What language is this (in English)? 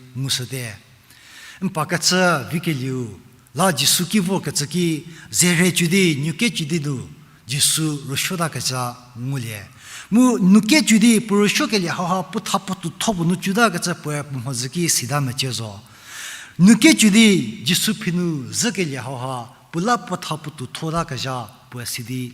Angami Naga